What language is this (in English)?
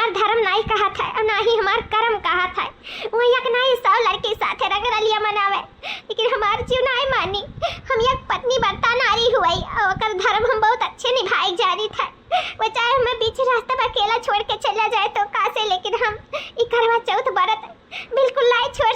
Awadhi